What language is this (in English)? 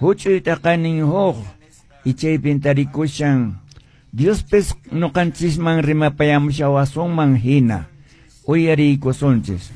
Quechua